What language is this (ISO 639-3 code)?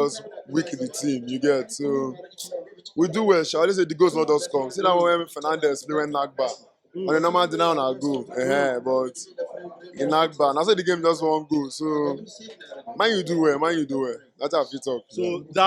pcm